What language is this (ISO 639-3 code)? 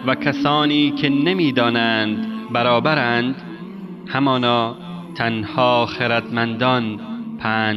fas